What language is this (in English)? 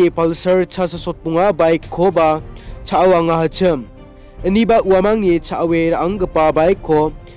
Garo